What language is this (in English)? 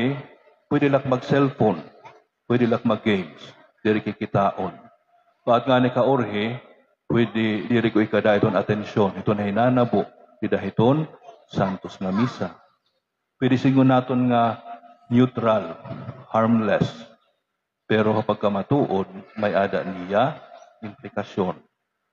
Waray